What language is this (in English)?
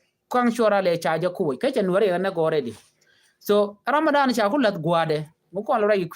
Nuer